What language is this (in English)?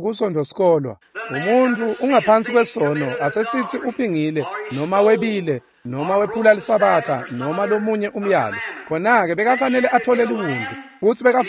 Swati